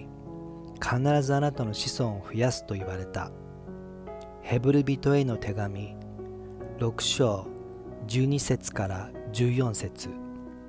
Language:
Japanese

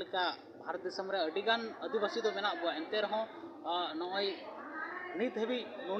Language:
Santali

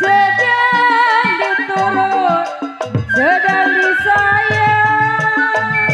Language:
Betawi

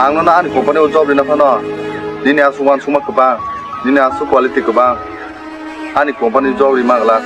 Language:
Kok Borok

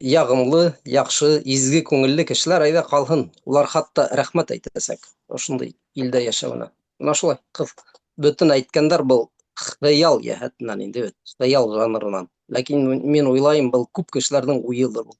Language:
Bashkir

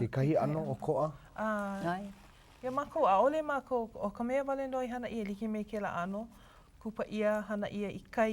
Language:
Hawaiian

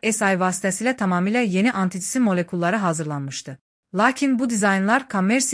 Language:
Azerbaijani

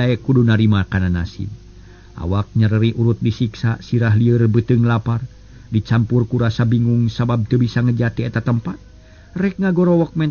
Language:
Sundanese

